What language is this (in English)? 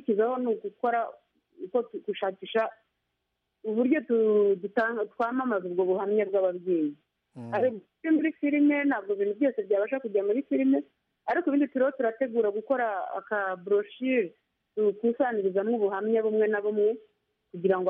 Kinyarwanda